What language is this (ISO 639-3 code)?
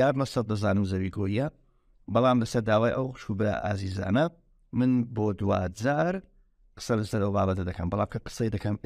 ckb